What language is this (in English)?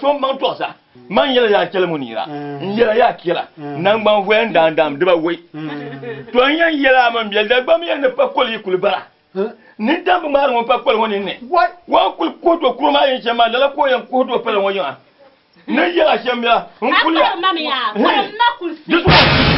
Dagbani